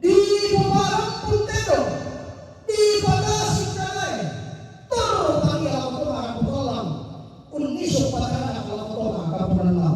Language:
Toraja-Sa'dan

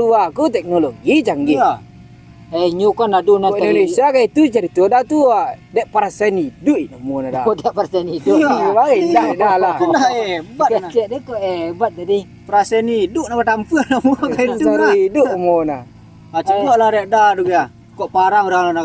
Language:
Minangkabau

